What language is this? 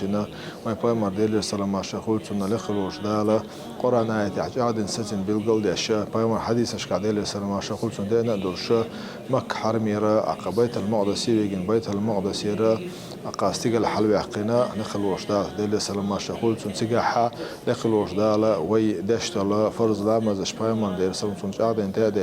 Chechen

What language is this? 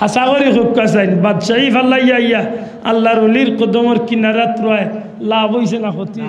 Sylheti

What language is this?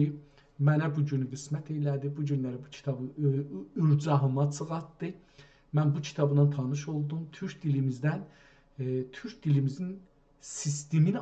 South Azerbaijani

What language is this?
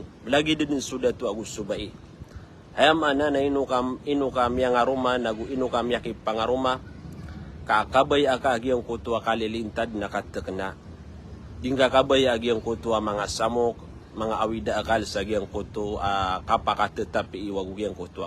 Maranao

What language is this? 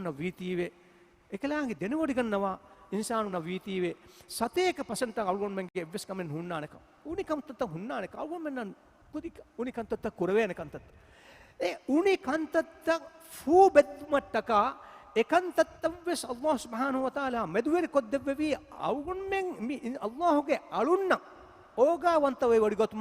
Divehi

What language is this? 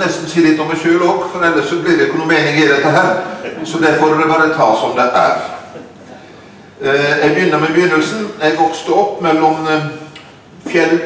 Norwegian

